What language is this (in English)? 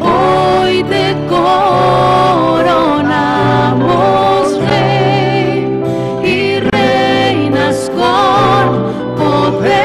South Bolivian Quechua